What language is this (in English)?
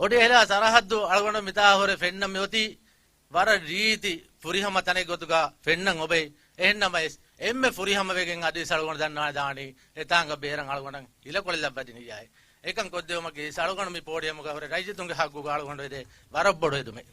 Divehi